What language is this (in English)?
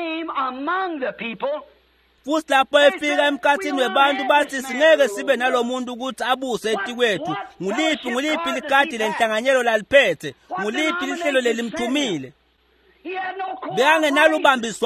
Swati